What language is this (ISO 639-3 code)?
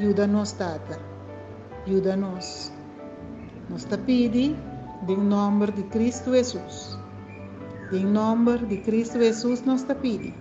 pap